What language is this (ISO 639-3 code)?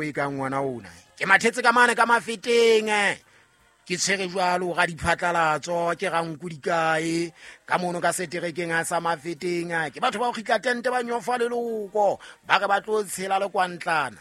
sot